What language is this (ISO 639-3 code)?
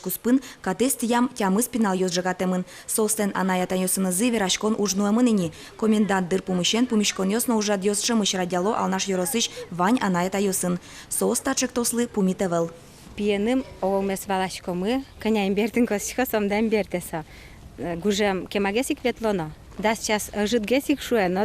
udm